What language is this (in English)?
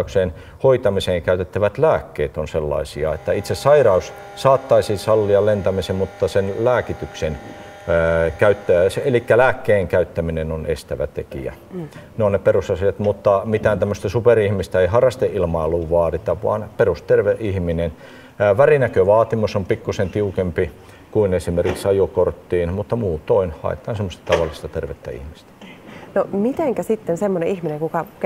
Finnish